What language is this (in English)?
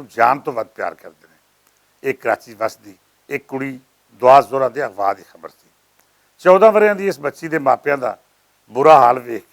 Western Panjabi